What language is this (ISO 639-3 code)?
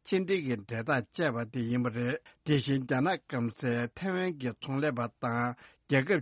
bod